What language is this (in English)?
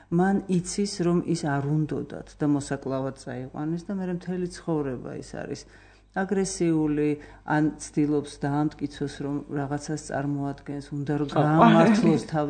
Georgian